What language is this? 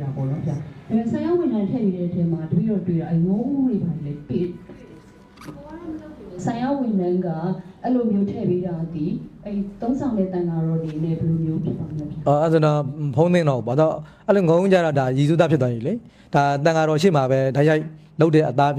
Burmese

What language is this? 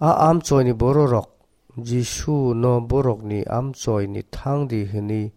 Kok Borok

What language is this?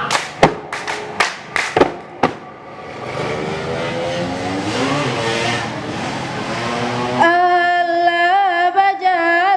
Minangkabau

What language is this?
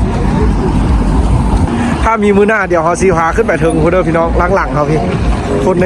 Lao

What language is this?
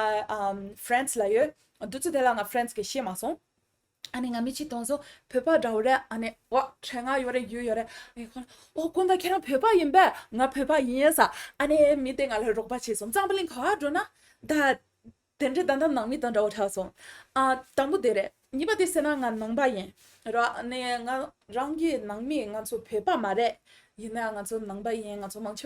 Tibetan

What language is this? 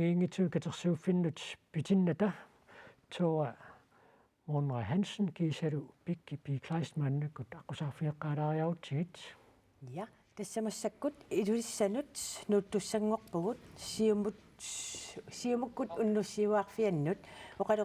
Kalaallisut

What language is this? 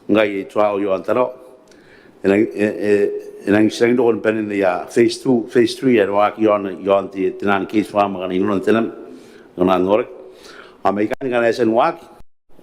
Gilbertese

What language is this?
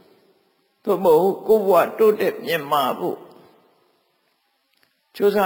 Burmese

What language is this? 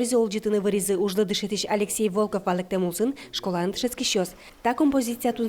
Udmurt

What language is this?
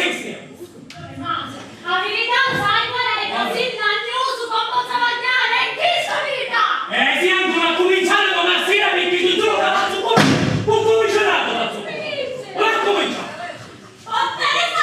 Sicilian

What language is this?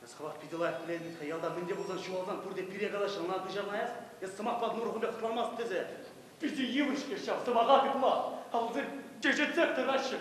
Chuvash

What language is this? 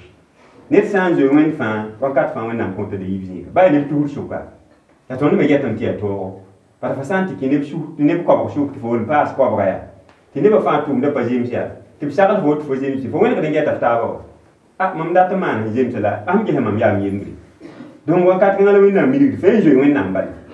Mossi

